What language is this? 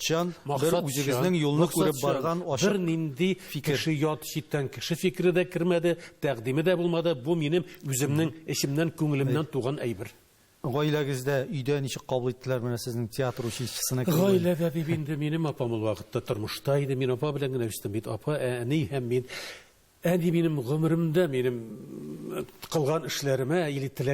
Tatar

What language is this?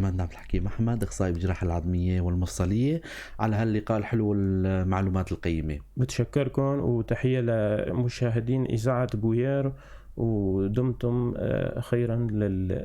North Levantine Arabic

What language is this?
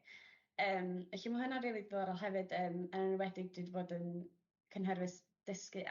Welsh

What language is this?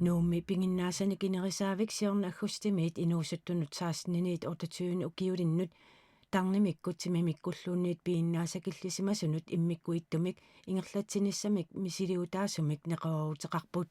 Kalaallisut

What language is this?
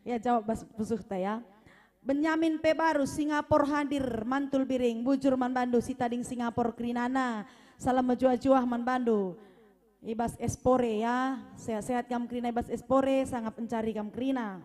Batak Karo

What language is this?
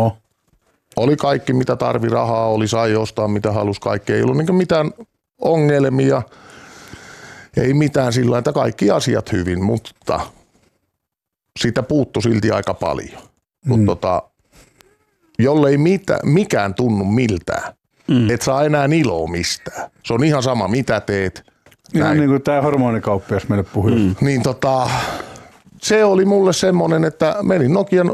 Finnish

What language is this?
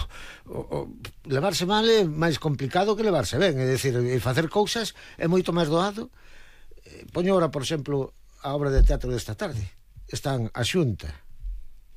Galician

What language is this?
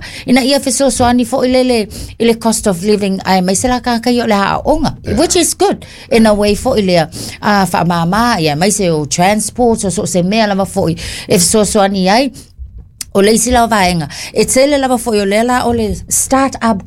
Samoan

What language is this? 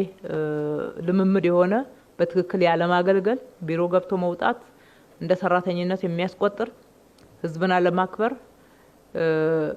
Amharic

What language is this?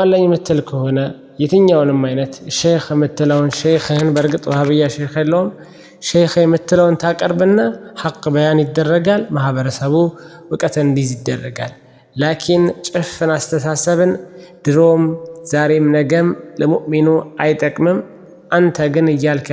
Amharic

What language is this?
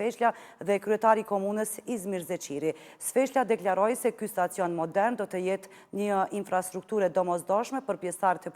Albanian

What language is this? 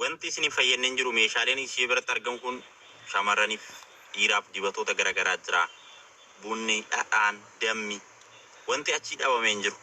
Oromo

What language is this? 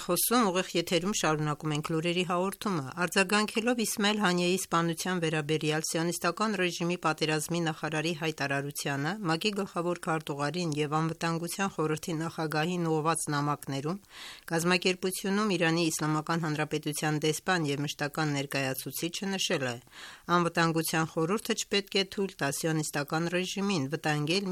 Armenian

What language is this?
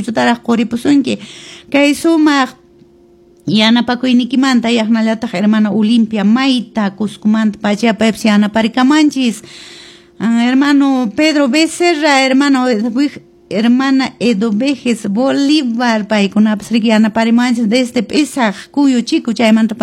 Quechua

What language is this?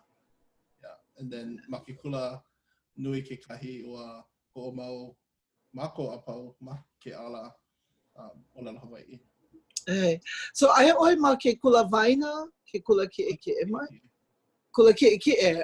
Hawaiian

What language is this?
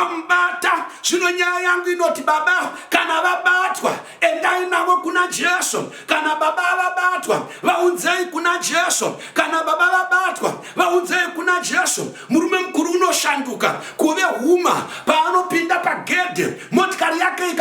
Shona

